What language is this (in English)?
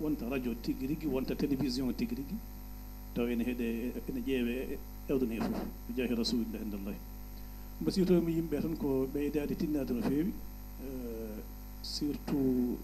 Fula